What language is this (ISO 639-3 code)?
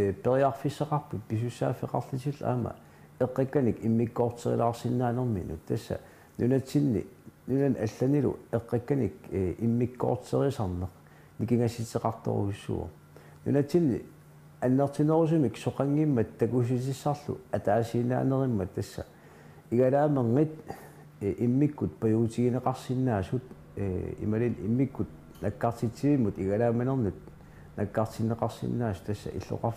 kal